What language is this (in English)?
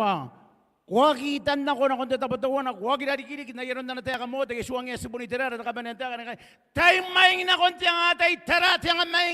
Gilbertese